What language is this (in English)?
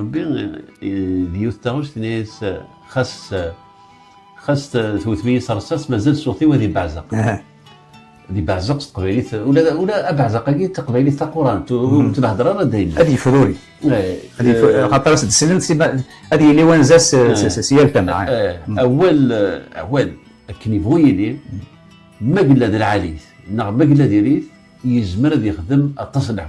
Kabyle